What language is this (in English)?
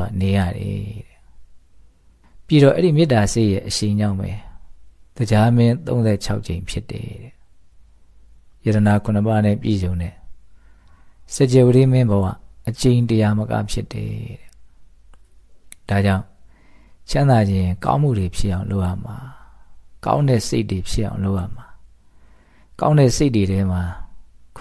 Burmese